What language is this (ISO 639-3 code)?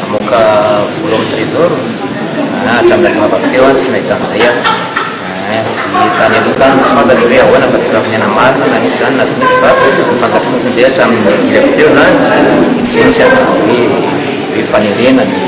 mlg